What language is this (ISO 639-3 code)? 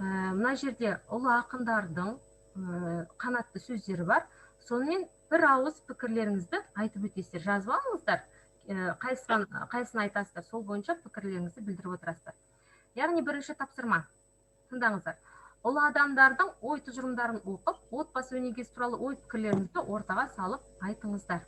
kaz